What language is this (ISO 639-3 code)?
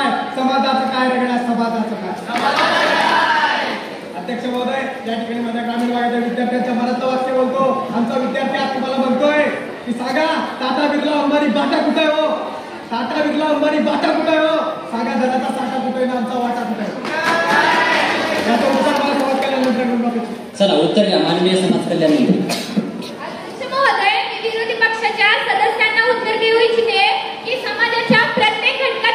mar